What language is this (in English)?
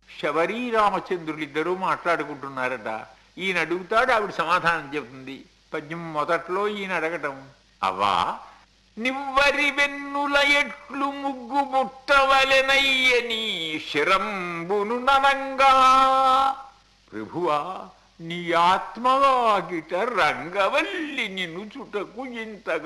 Telugu